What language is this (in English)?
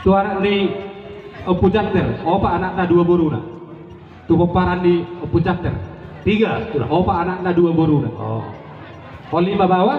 Batak Toba